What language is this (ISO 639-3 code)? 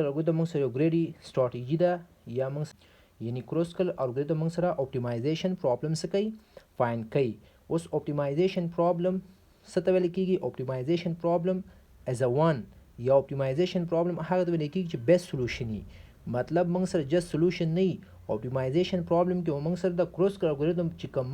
pus